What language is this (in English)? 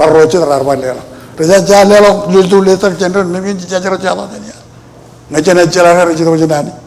Marshallese